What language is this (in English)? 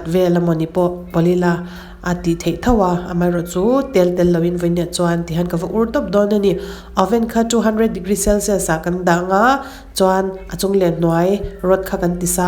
Mizo